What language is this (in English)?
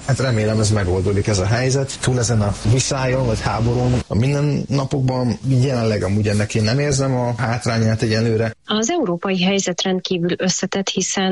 Hungarian